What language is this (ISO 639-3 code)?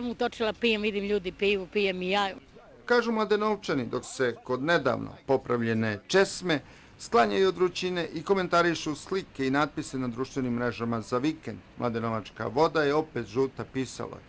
srp